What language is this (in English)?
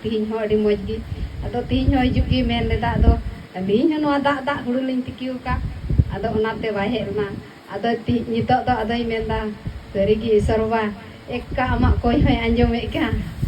Santali